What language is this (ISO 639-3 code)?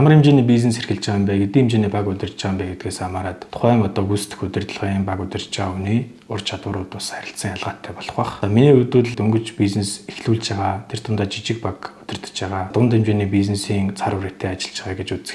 mon